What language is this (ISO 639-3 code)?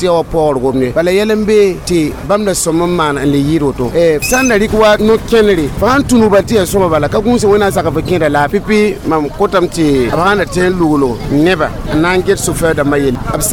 mos